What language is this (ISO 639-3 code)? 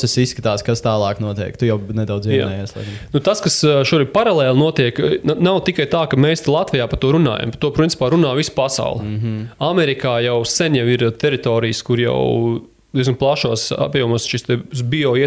lav